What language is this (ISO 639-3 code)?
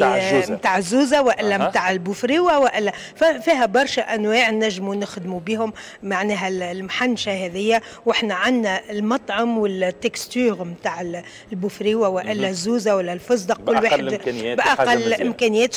aeb